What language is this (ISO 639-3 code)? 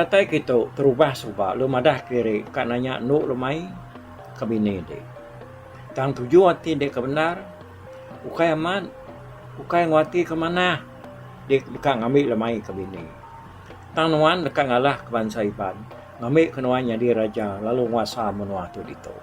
iba